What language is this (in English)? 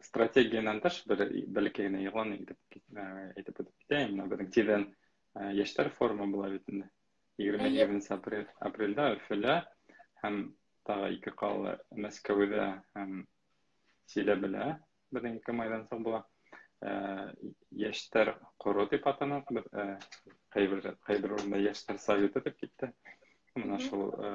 Bashkir